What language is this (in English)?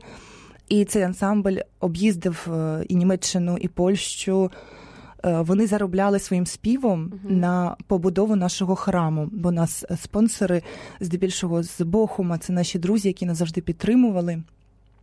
Ukrainian